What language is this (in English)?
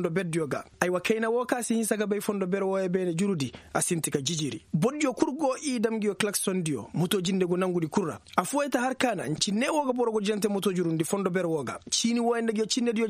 Koyraboro Senni